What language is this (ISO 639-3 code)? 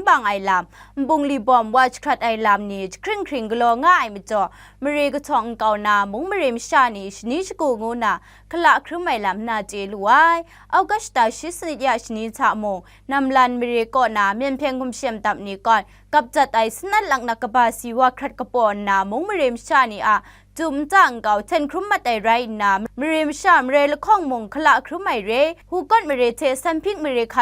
kac